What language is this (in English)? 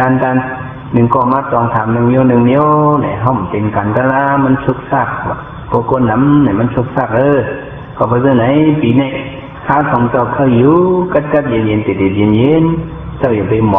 Shan